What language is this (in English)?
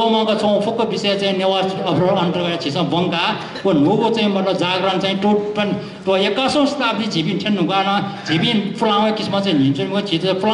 Newari